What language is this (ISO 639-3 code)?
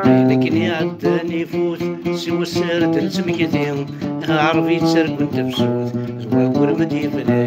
kab